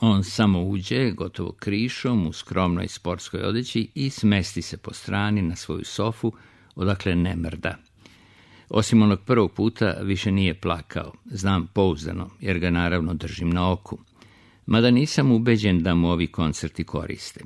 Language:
Serbian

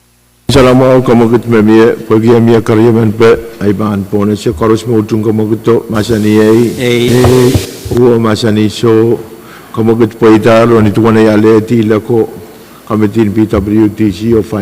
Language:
Pohnpeian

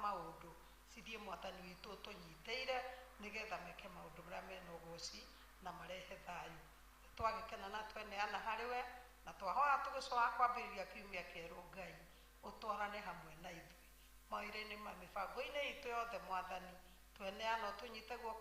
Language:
Kikuyu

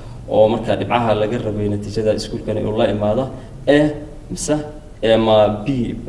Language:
Somali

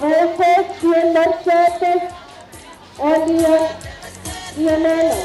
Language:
Pohnpeian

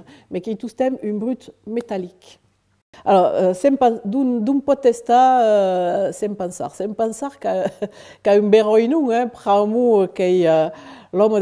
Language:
Occitan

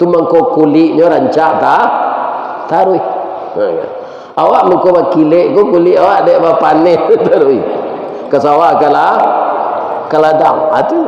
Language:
Minangkabau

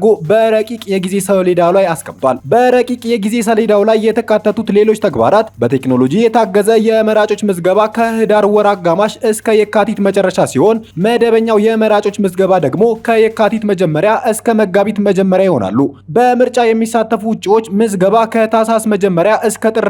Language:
Amharic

